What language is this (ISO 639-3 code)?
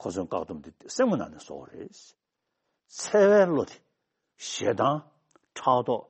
bod